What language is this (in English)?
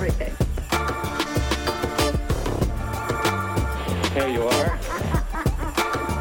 Norwegian